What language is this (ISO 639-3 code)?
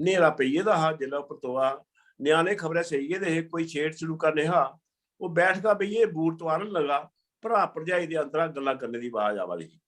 doi